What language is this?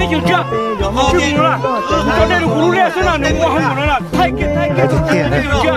Hmong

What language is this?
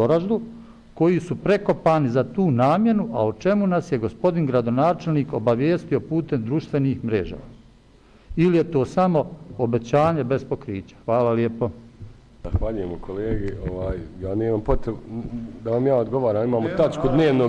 Bosnian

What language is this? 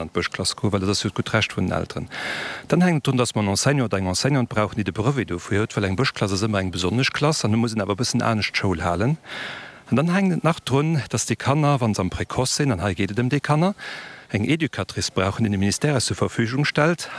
Luxembourgish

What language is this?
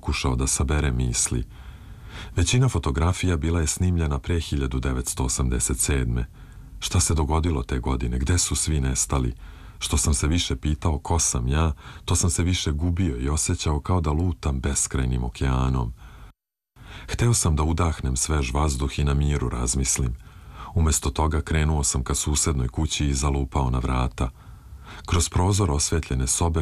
Serbian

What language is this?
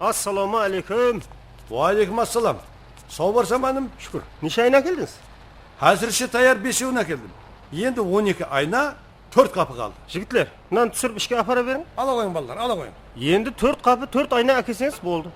Kara-Kalpak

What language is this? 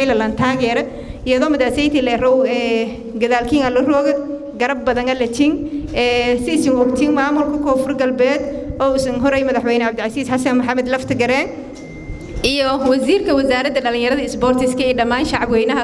Somali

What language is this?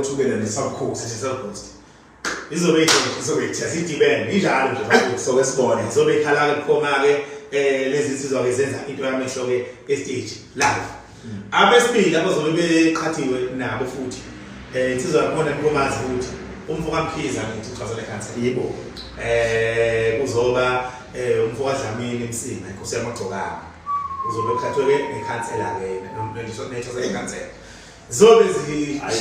Zulu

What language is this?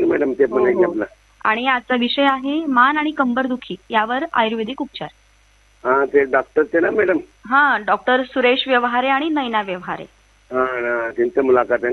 Marathi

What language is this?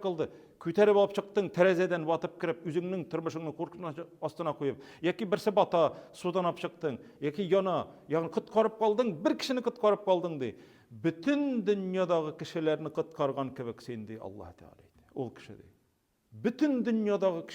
Tatar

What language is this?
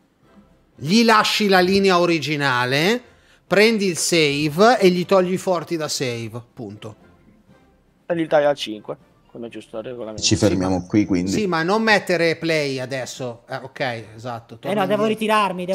Italian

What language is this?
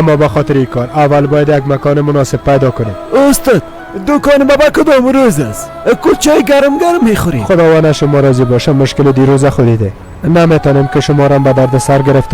Persian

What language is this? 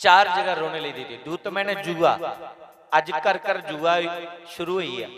Dogri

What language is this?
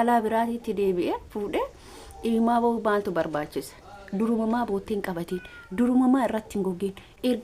Oromo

